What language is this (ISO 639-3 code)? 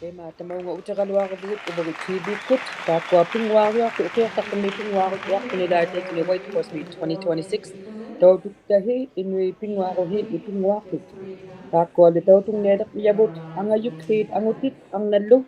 iku